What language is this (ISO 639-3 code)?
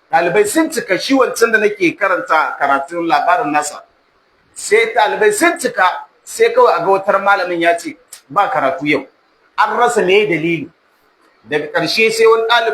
hau